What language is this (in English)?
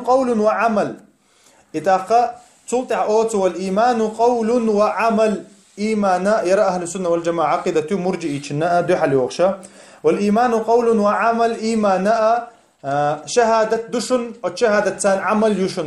Chechen